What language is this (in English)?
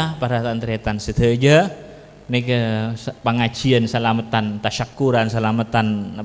Madurese